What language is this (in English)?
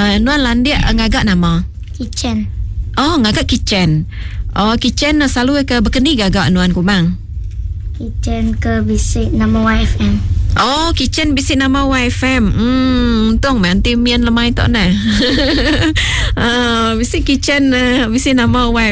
Iban